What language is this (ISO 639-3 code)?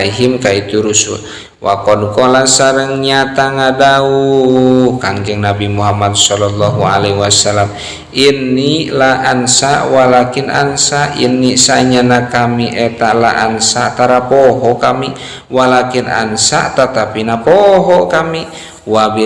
sun